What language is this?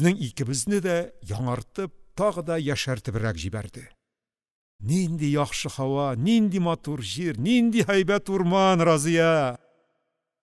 Tatar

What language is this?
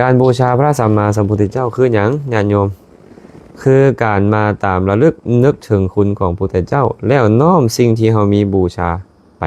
Lao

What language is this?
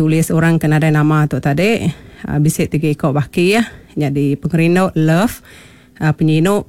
Iban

